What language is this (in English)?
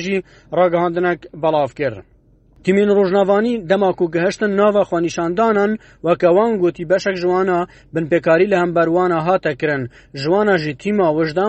Kurdish